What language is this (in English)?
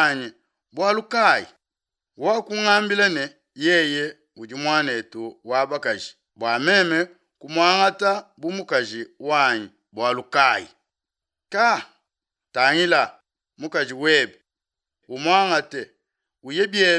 Luba-Lulua